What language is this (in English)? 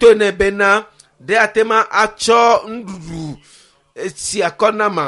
Ewe